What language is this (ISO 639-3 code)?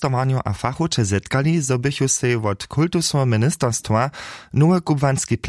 hsb